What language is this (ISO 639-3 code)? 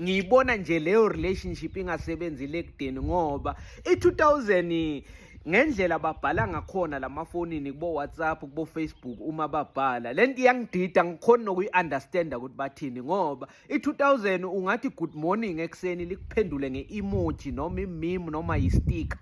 zul